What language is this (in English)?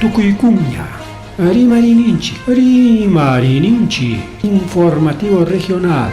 Ayacucho Quechua